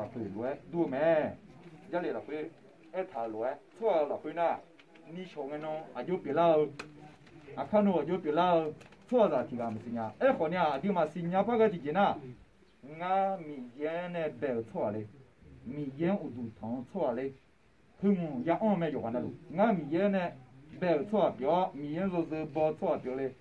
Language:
Akha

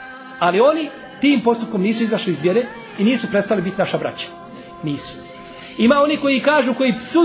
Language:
Bosnian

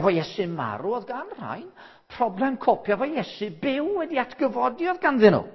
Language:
Welsh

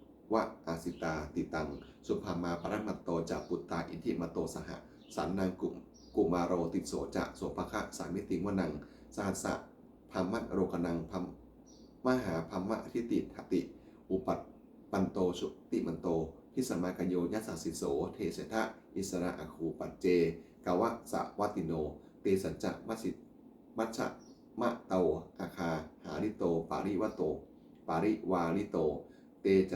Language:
Pali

